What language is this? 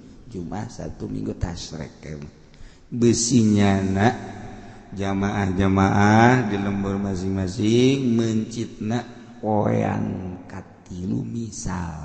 Sundanese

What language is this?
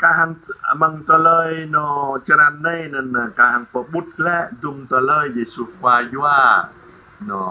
Jarai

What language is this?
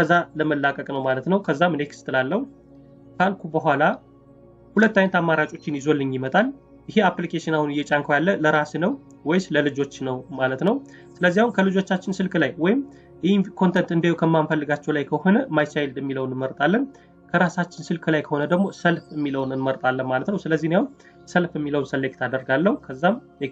Amharic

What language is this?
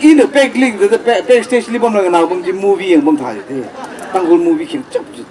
Tangkhul Naga (India)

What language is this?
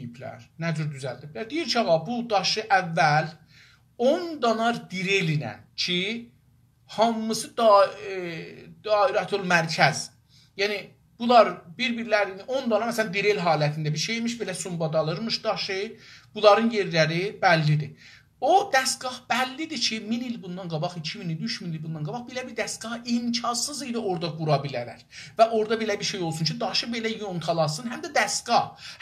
South Azerbaijani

